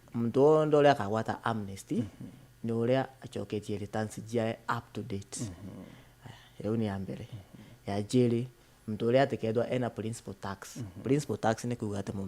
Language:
Meru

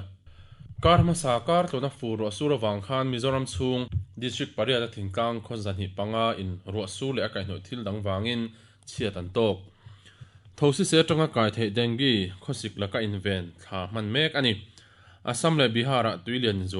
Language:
Mizo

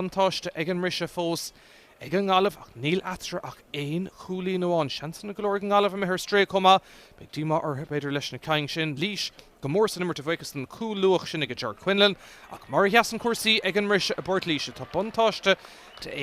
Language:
Irish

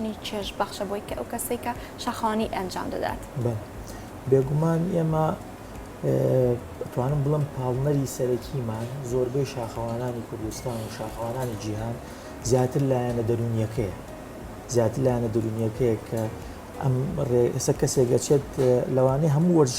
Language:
Central Kurdish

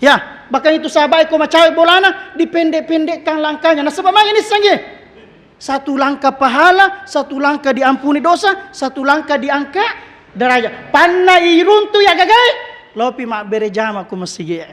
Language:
Buginese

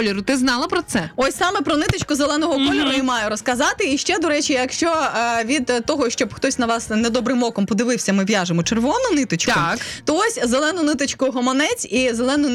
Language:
Ukrainian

